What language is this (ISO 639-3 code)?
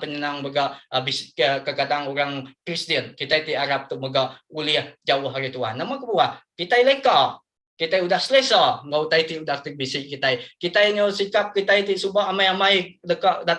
iba